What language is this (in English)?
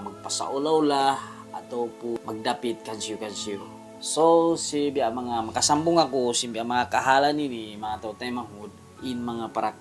Tausug